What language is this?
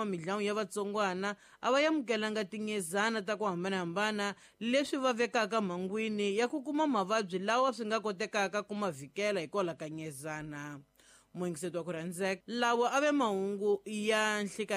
Tsonga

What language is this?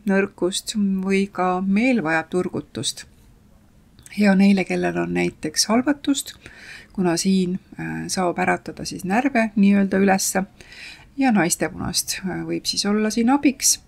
Estonian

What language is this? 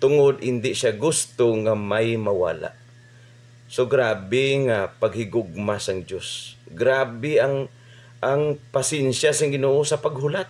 Hiligaynon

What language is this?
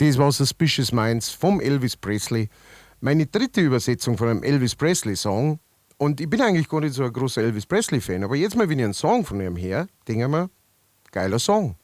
Bavarian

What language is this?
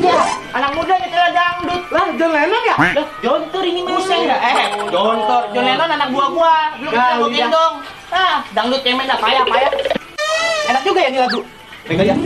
Betawi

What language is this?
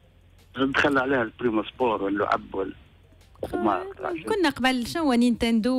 Tunisian Arabic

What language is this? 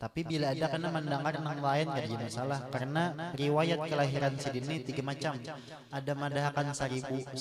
Banjar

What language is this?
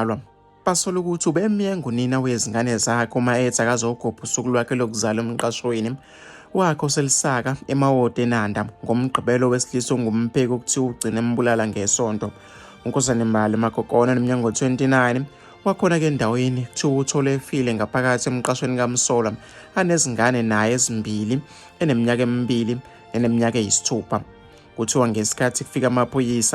Zulu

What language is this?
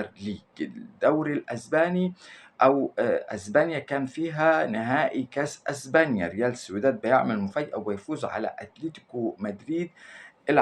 Egyptian Arabic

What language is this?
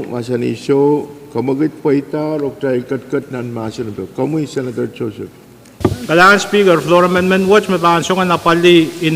Pohnpeian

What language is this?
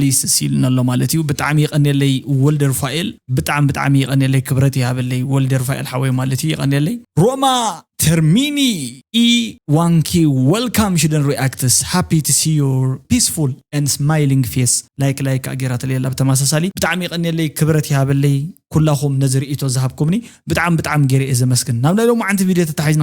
Tigrinya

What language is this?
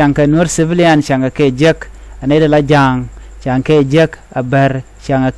Nuer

